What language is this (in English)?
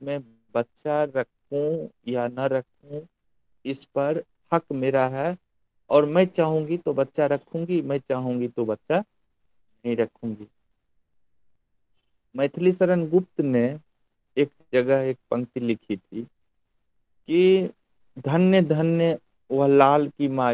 Hindi